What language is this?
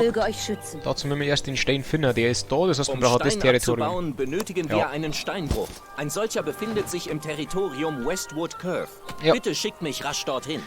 Bavarian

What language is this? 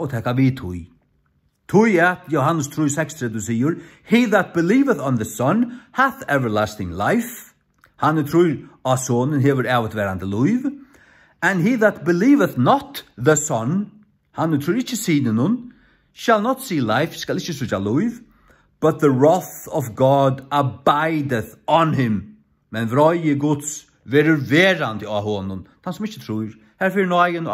Faroese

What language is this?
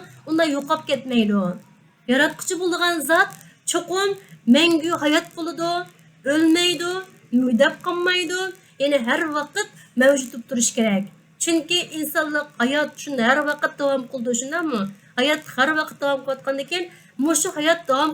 Uyghur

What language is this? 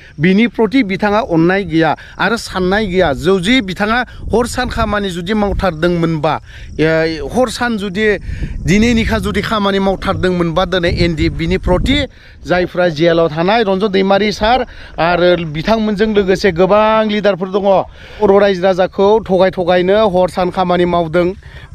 Bodo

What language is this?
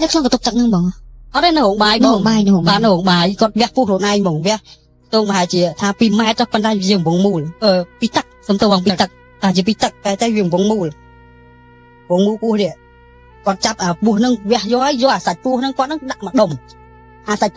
Khmer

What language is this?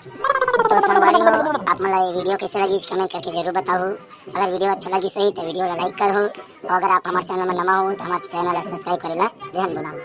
Chhattisgarhi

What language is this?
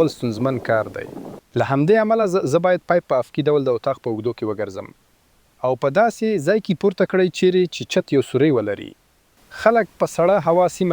Pashto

